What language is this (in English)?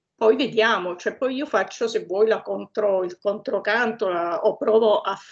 Italian